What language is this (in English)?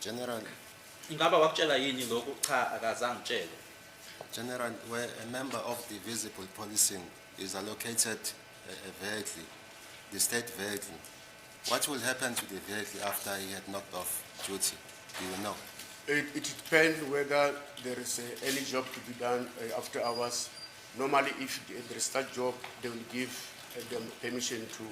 Zulu